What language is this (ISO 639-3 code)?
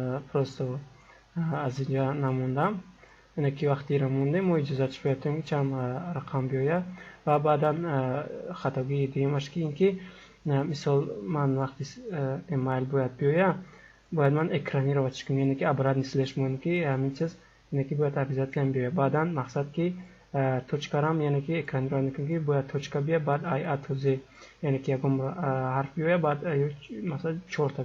tgk